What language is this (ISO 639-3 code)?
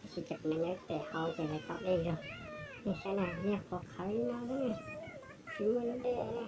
hmn